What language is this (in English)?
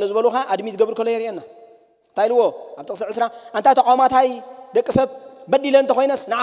Tigrinya